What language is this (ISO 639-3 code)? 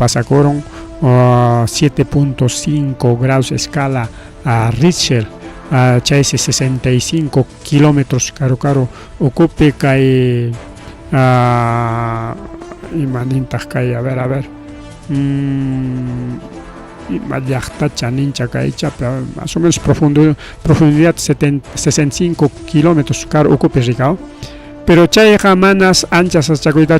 quy